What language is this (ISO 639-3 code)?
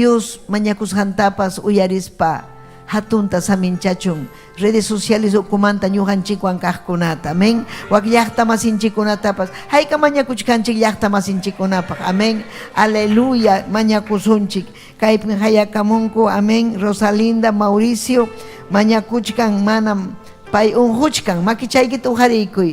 quy